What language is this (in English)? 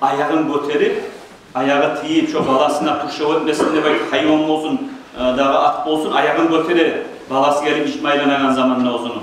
Kumyk